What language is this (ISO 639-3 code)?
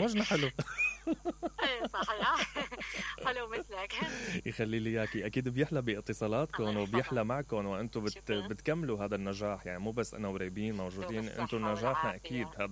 acm